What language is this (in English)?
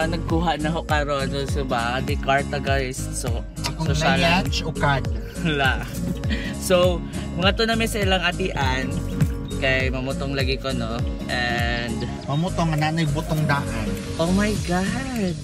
Cebuano